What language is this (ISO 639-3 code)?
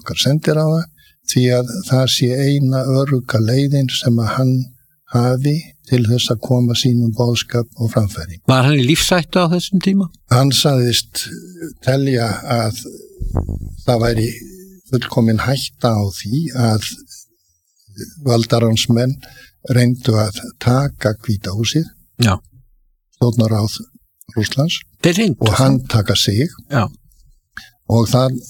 isl